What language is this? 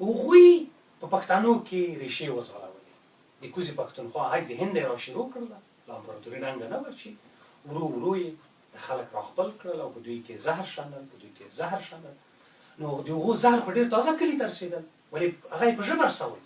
Pashto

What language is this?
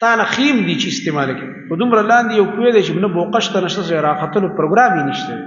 Pashto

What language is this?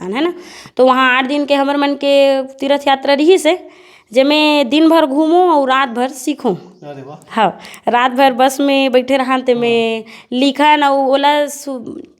Chhattisgarhi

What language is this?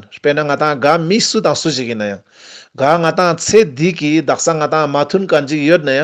Ladakhi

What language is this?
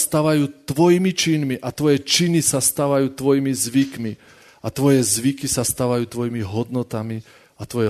Slovak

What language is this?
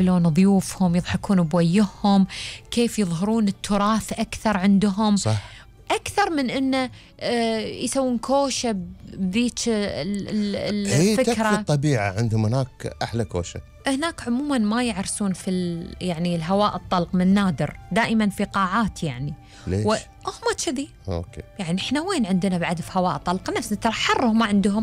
Gulf Arabic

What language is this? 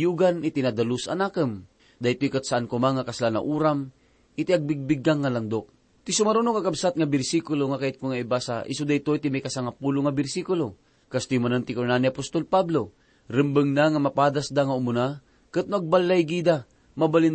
Iloko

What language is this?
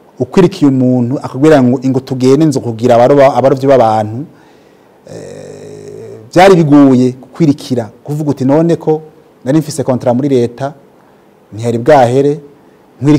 Rundi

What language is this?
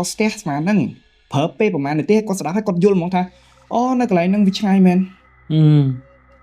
Khmer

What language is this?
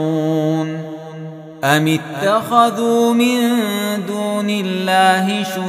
Arabic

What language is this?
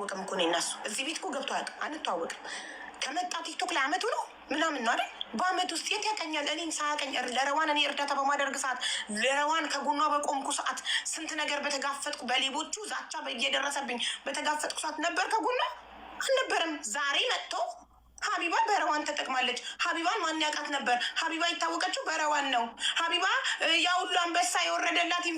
Amharic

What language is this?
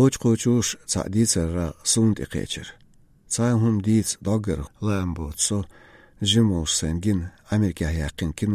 Chechen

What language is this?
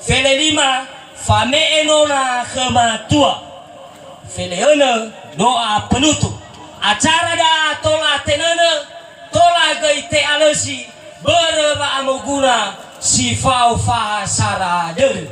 Nias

